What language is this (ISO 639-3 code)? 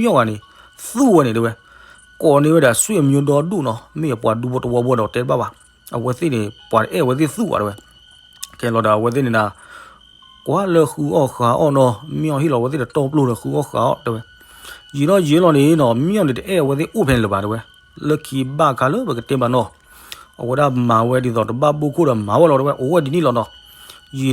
ksw